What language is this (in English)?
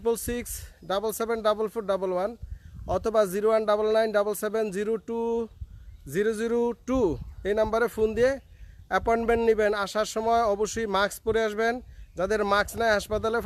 Bangla